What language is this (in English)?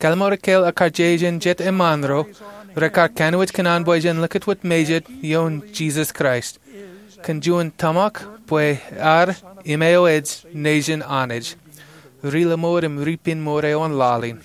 Marshallese